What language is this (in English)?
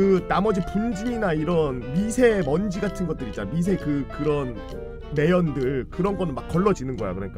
Korean